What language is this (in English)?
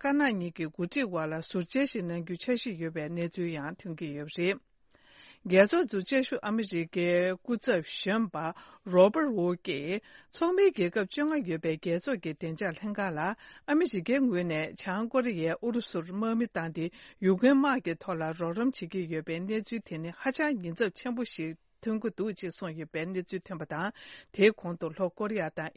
Tibetan